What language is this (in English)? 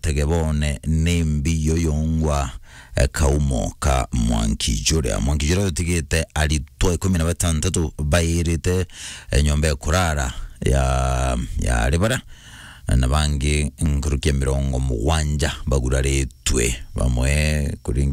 Meru